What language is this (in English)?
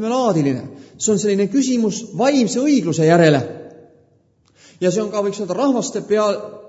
Estonian